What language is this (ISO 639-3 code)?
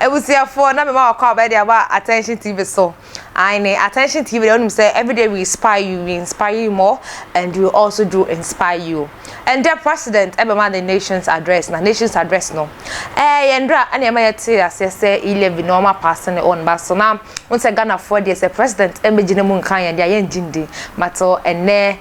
aka